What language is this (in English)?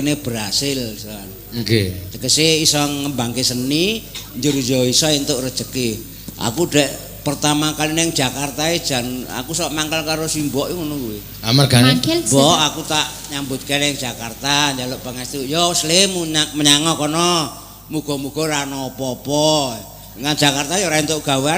Javanese